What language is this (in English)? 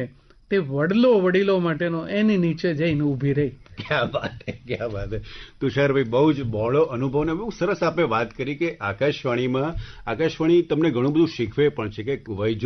Gujarati